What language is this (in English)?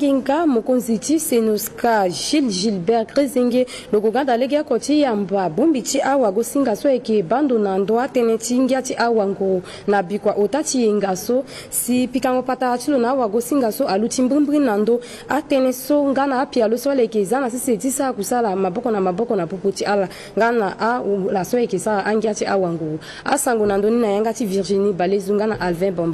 Sango